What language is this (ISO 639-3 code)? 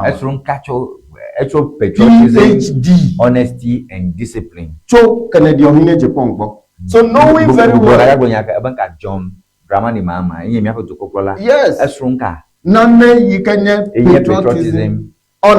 ewe